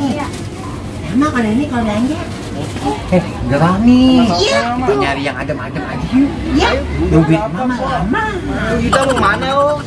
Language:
Betawi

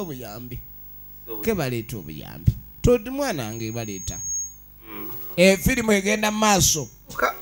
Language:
Ganda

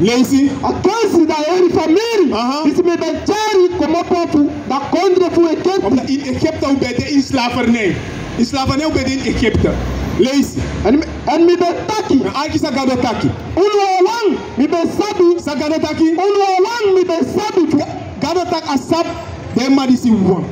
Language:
Sranan Tongo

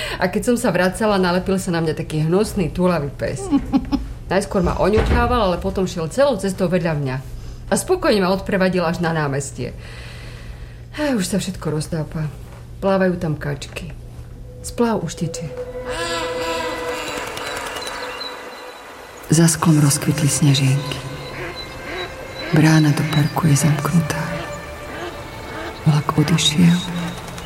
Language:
Slovak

